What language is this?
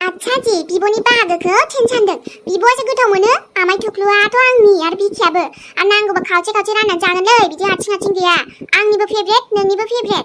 Bodo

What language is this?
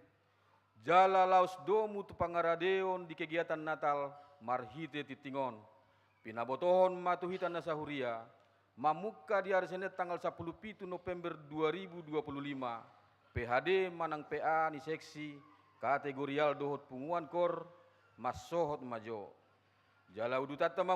Batak Toba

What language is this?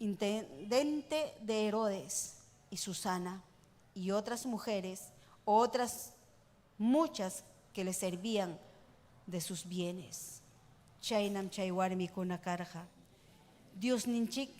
Ayacucho Quechua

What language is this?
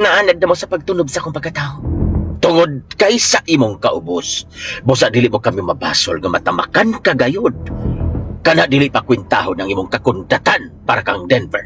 Cebuano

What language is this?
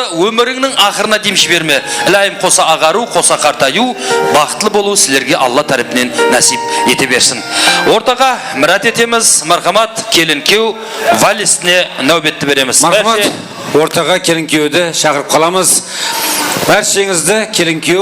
Kara-Kalpak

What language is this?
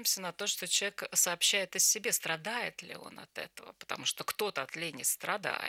Russian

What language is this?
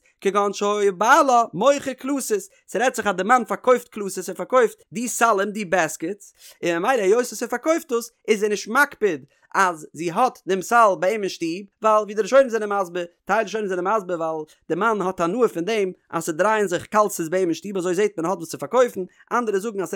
Yiddish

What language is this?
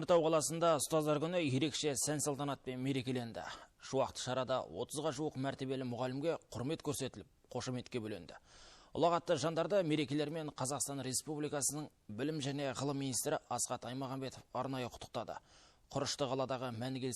Kazakh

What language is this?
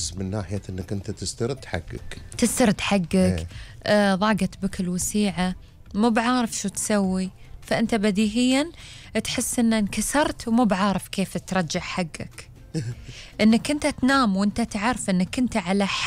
Gulf Arabic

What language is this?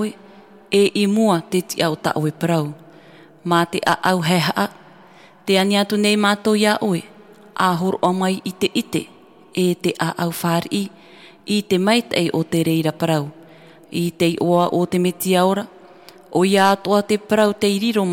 Tahitian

